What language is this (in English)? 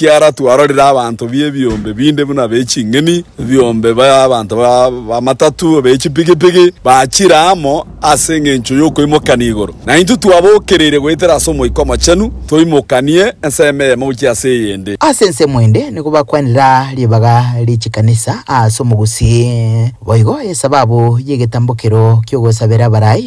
Gusii